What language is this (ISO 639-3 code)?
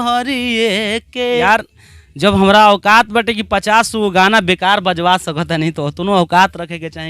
bho